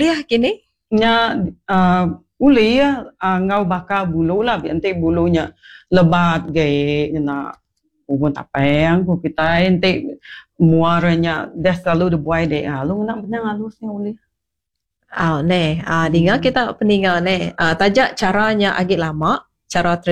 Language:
Iban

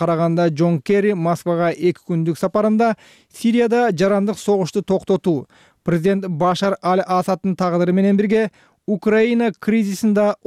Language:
Kyrgyz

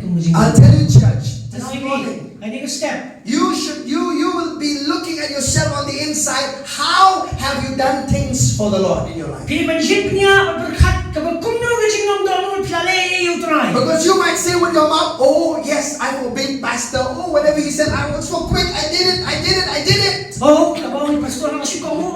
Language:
Khasi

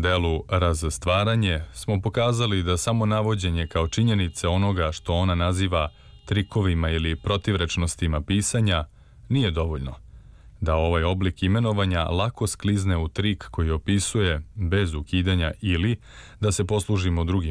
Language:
Serbian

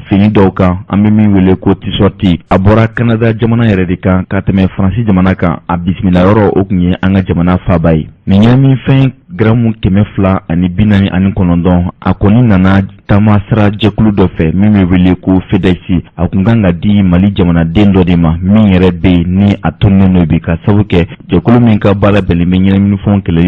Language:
Bambara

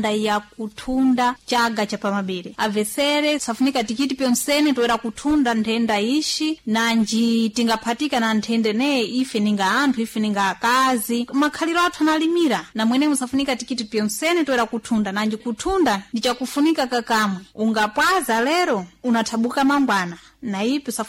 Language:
Sena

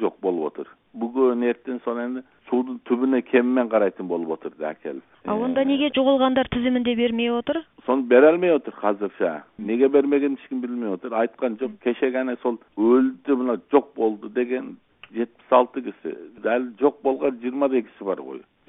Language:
Kazakh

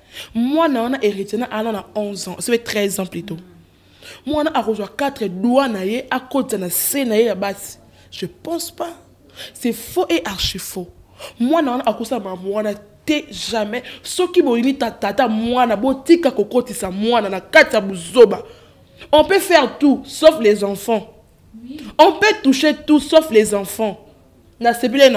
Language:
Lingala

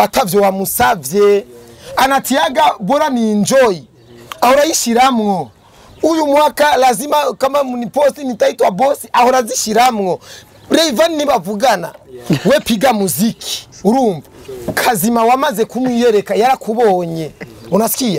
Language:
Rundi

